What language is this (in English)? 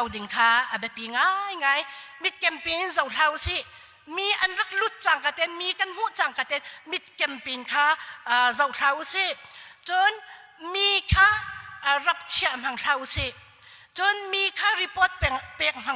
Hakha Chin